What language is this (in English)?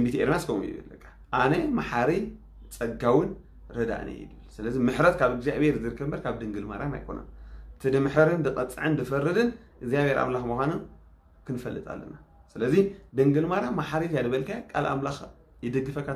Tigrinya